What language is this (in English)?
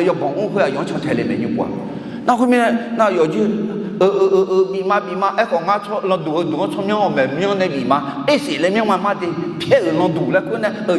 Akha